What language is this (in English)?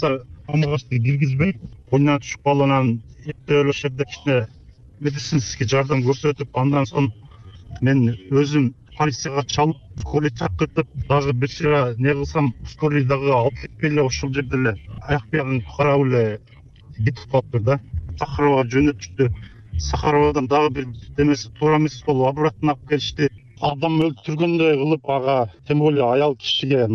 Kyrgyz